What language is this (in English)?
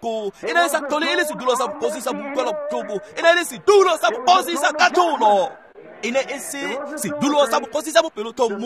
Tswana